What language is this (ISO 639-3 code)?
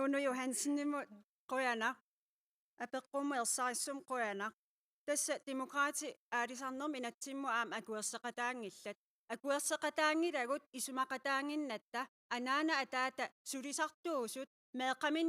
kal